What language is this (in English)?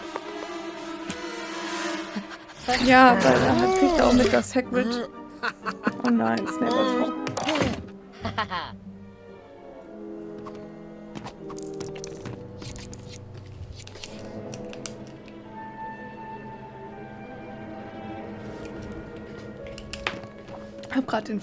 German